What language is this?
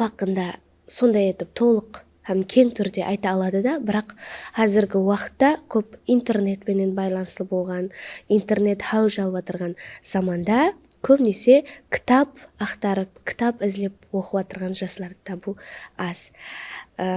Kara-Kalpak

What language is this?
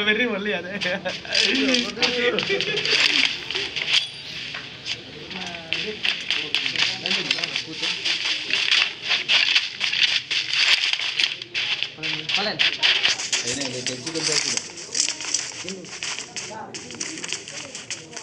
Indonesian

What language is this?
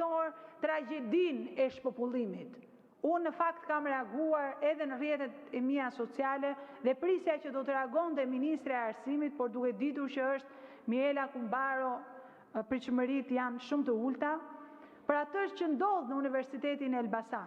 Albanian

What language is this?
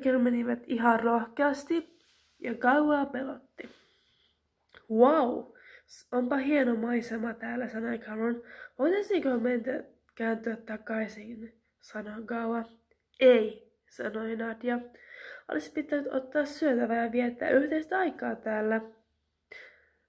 Finnish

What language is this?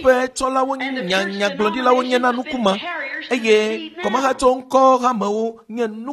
Ewe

